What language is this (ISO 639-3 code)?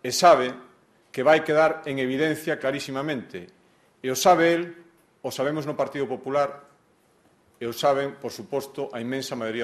glg